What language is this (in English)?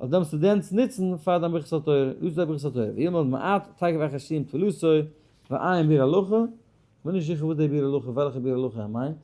Yiddish